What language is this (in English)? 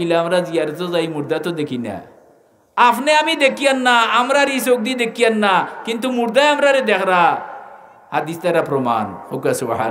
Sylheti